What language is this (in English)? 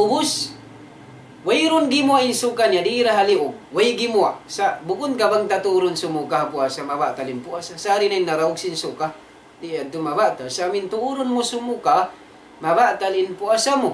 Tausug